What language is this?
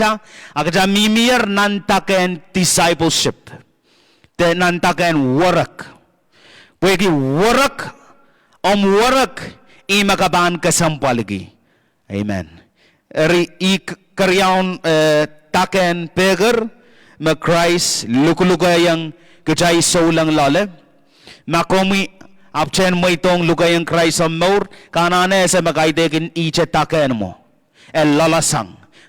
Pohnpeian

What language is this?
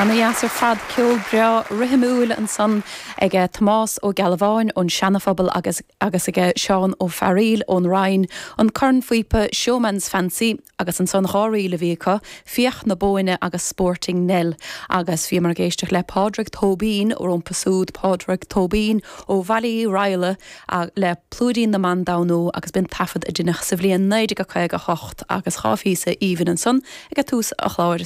Irish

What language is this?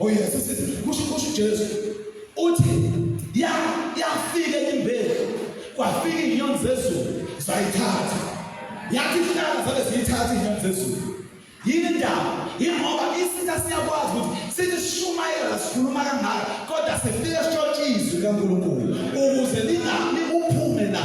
Zulu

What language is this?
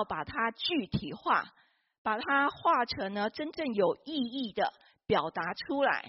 Chinese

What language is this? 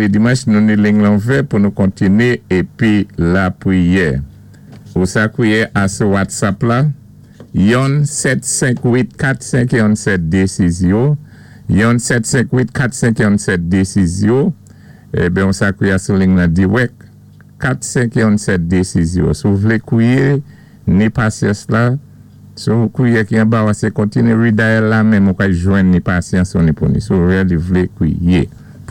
Saint Lucian Creole French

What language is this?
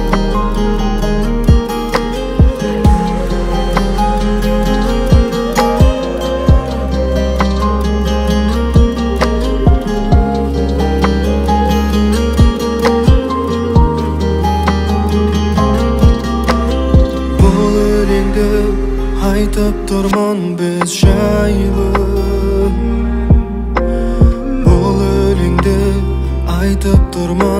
Kazakh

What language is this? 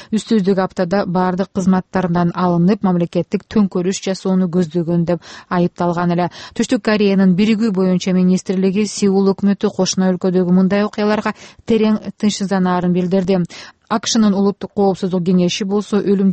Kyrgyz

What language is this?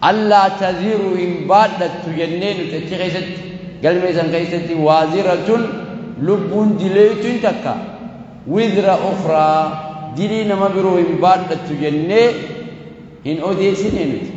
Oromo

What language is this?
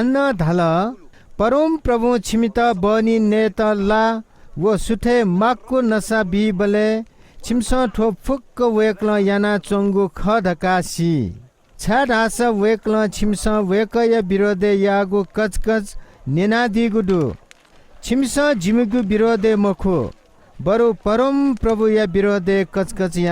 Newari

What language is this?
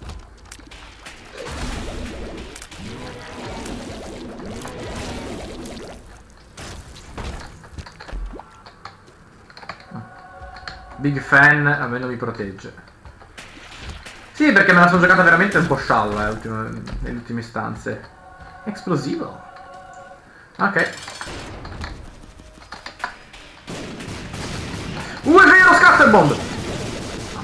Italian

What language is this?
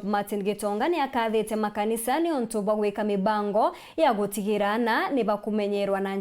Meru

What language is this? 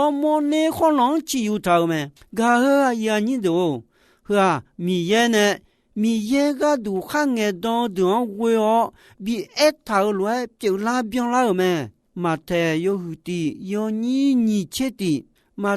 Akha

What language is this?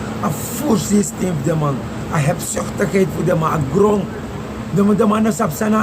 Sranan Tongo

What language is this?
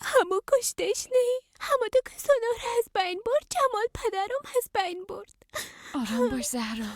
Persian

